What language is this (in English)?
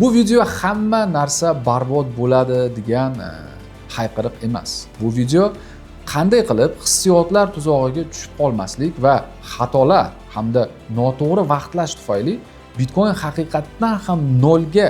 Uzbek